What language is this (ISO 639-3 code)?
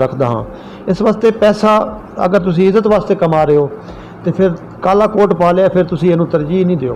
skr